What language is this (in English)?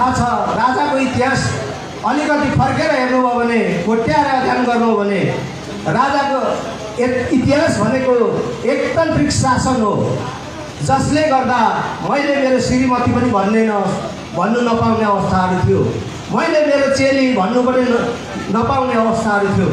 Nepali